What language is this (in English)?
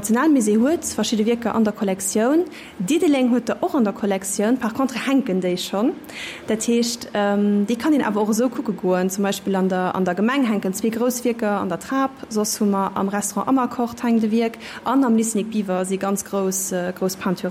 Luxembourgish